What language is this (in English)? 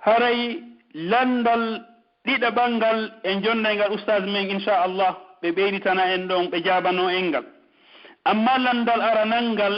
Pular